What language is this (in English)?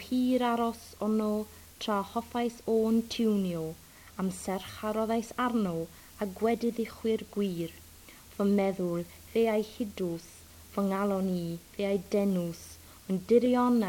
Welsh